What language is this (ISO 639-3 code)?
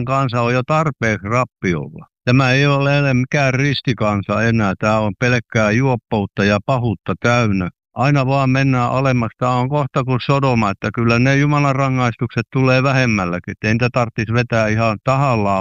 fin